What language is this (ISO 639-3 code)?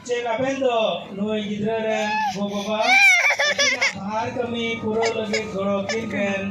sat